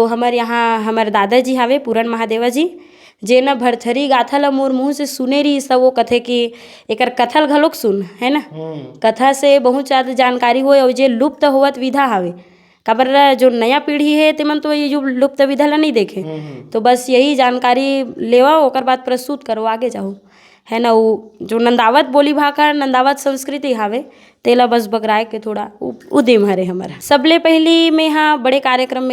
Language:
Chhattisgarhi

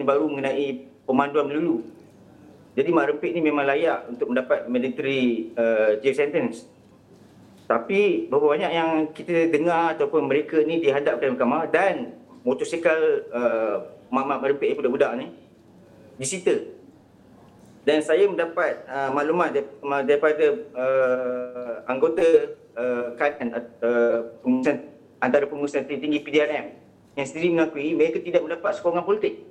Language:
Malay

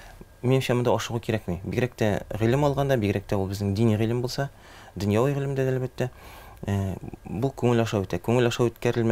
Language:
Tatar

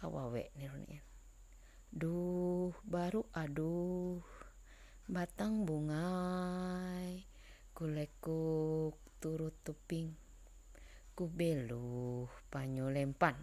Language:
Ma'anyan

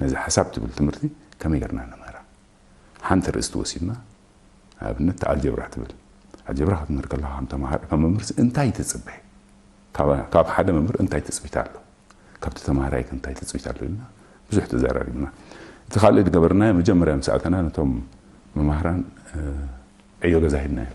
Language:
Tigrinya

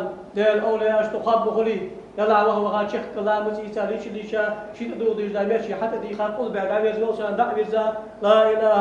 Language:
Ingush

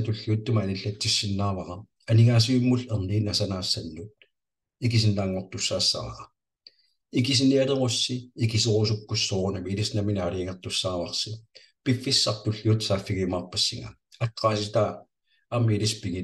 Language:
Kalaallisut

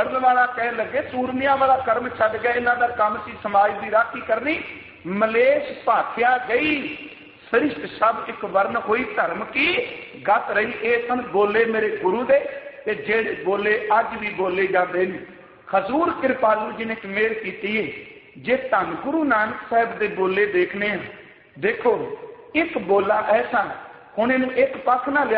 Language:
Punjabi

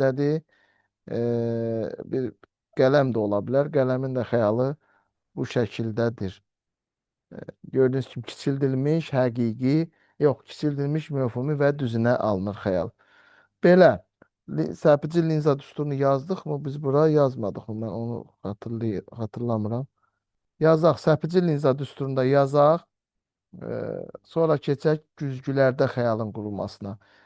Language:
Azerbaijani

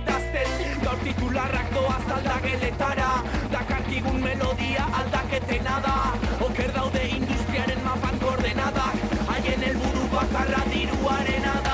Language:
Basque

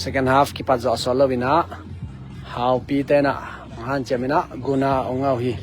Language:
Tedim Chin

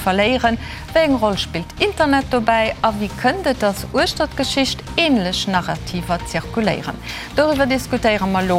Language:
Luxembourgish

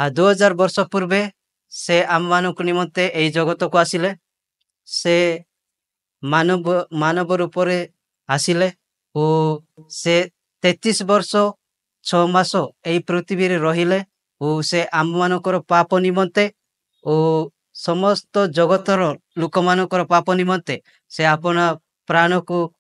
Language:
Odia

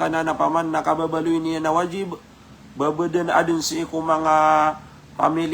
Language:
Maranao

